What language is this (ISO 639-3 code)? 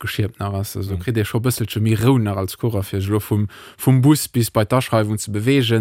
ltz